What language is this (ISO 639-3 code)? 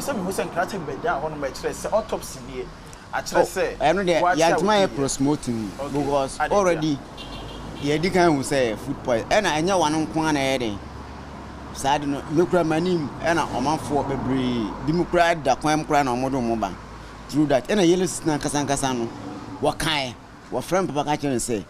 aka